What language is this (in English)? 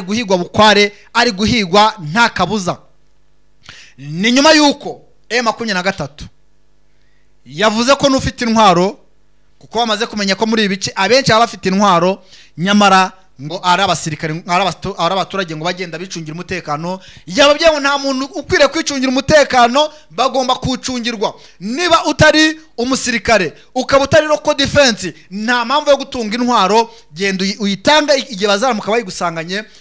Kinyarwanda